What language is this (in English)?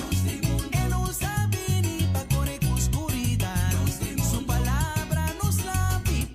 Papiamento